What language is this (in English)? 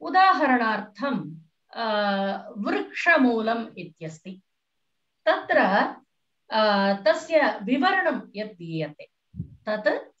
Sanskrit